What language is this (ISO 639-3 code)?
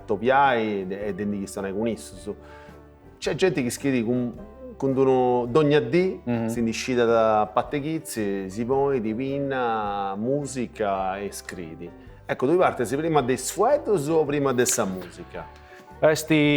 srd